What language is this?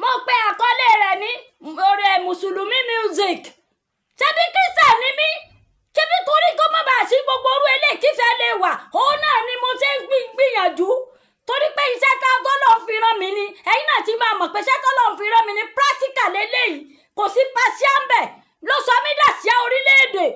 Yoruba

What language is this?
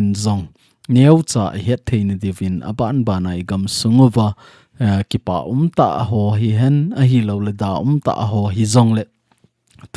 Thado Chin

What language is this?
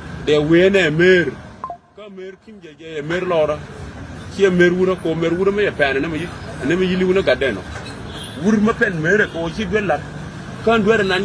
Nuer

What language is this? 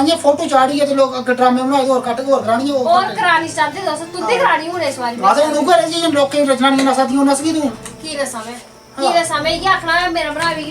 Dogri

